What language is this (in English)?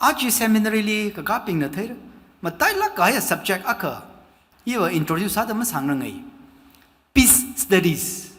Tangkhul Naga (India)